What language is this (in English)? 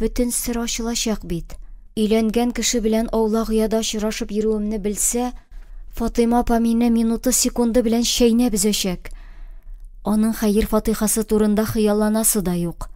Tatar